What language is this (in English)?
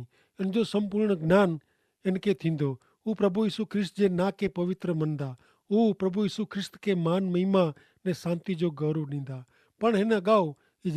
Kachhi